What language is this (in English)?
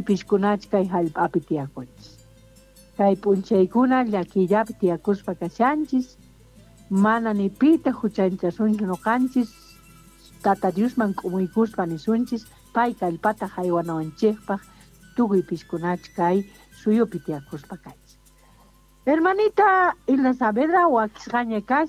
South Bolivian Quechua